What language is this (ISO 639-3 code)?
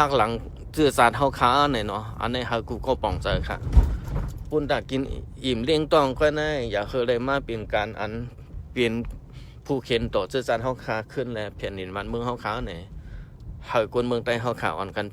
shn